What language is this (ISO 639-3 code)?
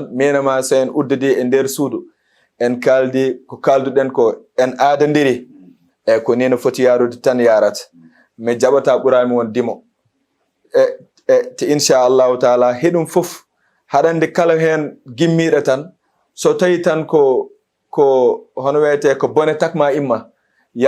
ful